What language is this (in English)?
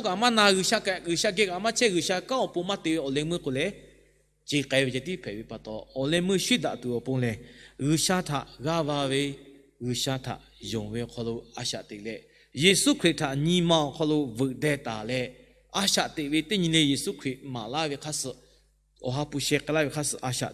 Lahu